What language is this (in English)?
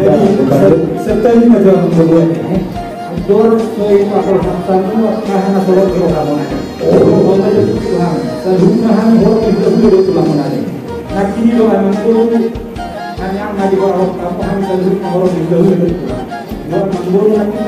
Batak Toba